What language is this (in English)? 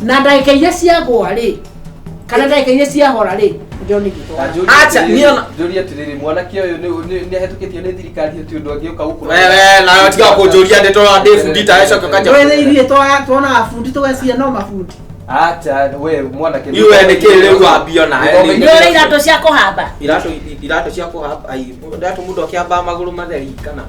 Kikuyu